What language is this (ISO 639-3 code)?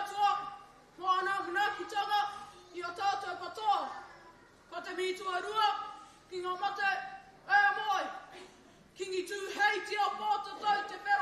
mri